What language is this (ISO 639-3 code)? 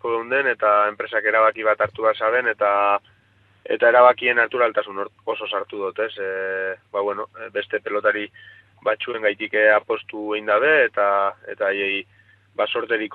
eus